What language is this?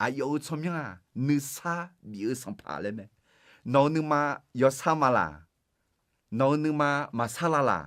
Akha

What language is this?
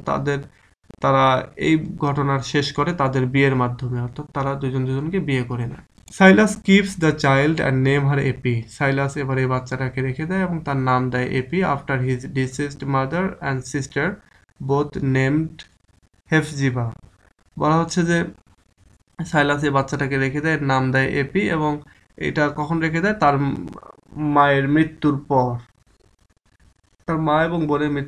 Bangla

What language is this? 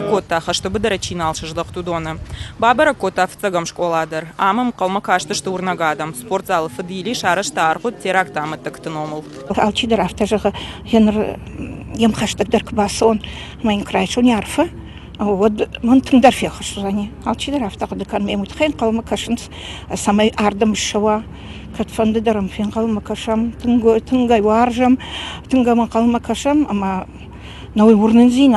Ossetic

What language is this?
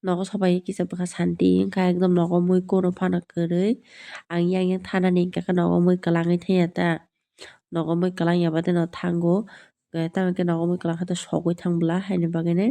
Kok Borok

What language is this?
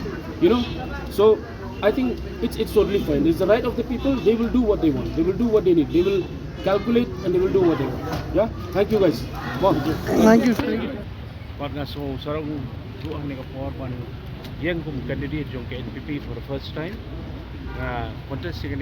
Khasi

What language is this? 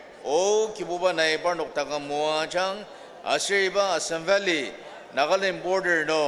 Ao Naga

